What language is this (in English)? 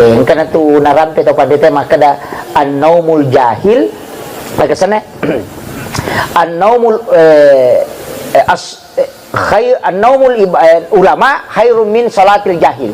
Buginese